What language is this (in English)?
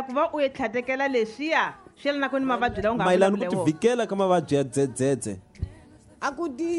Tsonga